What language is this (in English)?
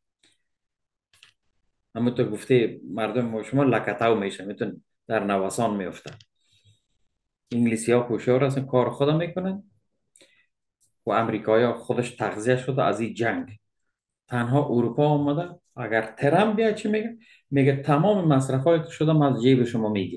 Persian